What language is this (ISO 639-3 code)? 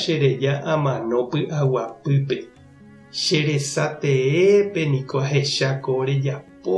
grn